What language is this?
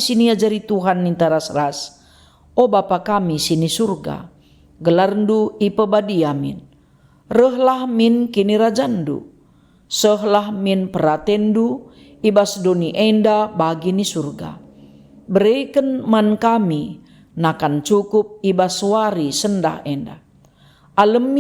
Batak Karo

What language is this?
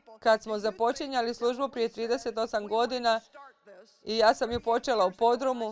Croatian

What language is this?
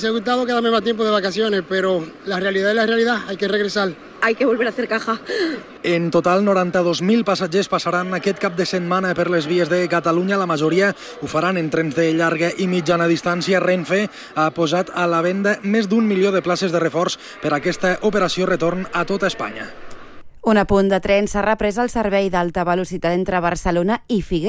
Catalan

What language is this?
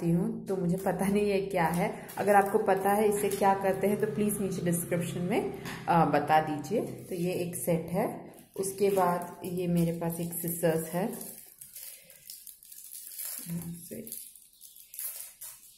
Hindi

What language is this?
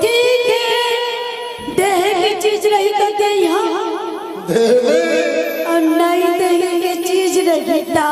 Chhattisgarhi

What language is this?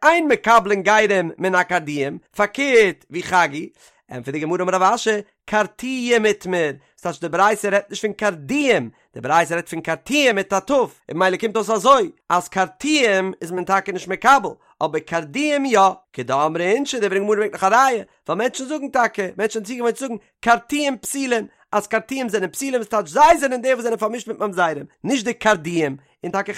Yiddish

